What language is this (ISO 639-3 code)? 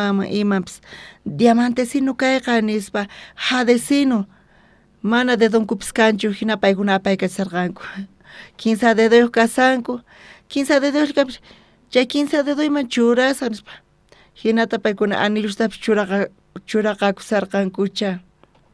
quh